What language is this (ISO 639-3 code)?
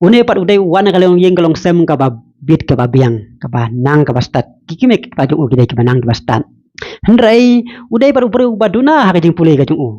kha